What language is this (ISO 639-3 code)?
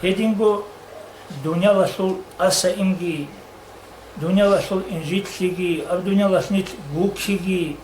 ava